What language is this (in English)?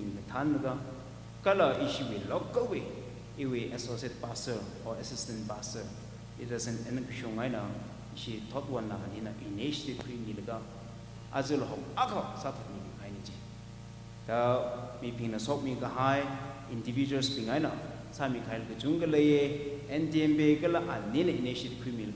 Tangkhul Naga (India)